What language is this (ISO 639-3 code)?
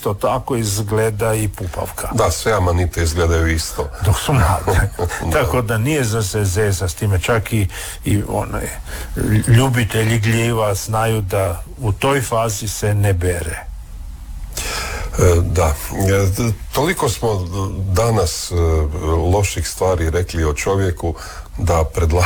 hrv